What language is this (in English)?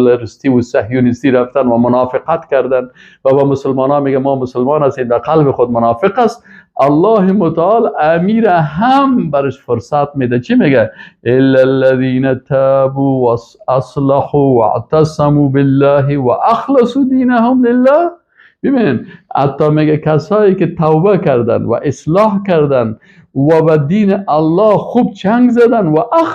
Persian